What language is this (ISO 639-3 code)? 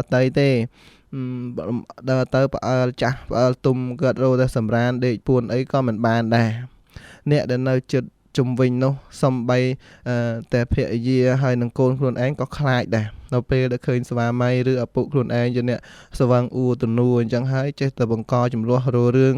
khm